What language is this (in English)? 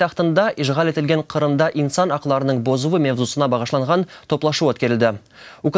Crimean Tatar